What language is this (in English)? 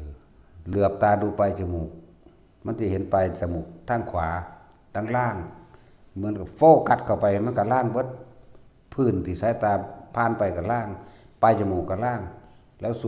Northeastern Thai